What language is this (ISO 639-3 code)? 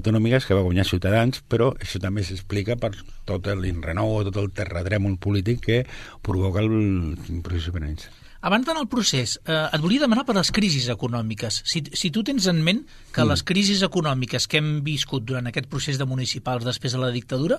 cat